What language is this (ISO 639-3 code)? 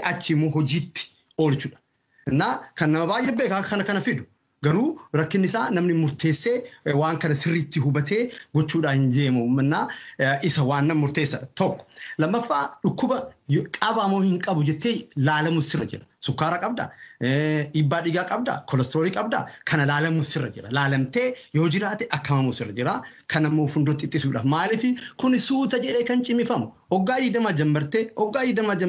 orm